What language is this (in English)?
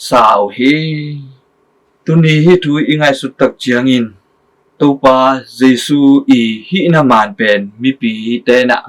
Tedim Chin